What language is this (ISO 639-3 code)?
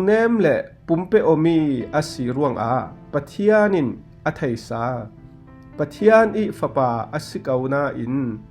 cfm